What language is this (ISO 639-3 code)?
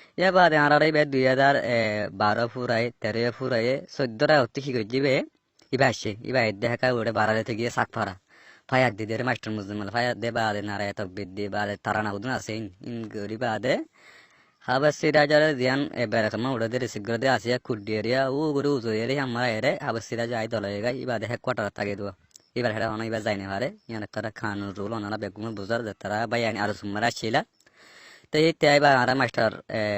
rhg